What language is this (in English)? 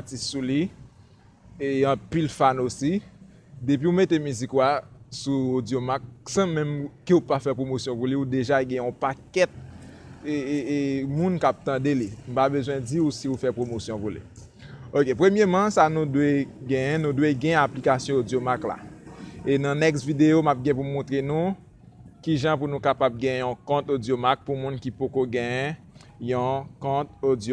Haitian Creole